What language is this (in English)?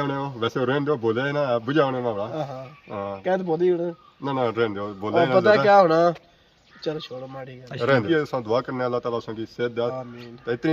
Pahari-Potwari